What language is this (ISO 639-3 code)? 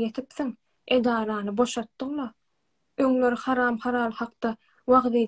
tuk